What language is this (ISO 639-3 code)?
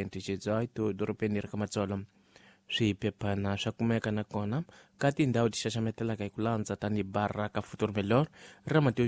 tso